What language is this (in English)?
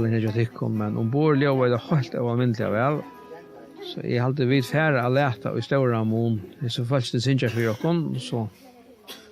Faroese